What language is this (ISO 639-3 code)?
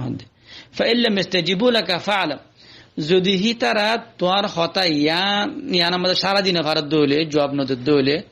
rhg